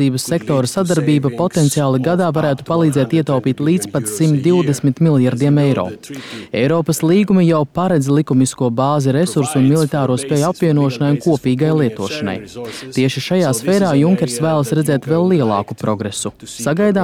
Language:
Latvian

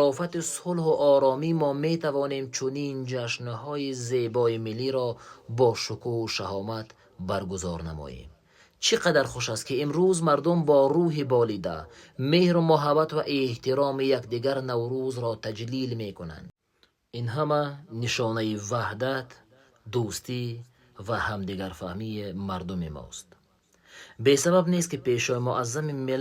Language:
Tajik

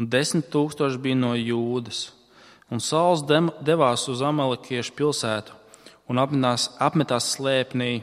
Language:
Latvian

